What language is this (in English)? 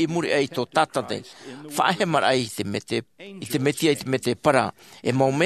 Tahitian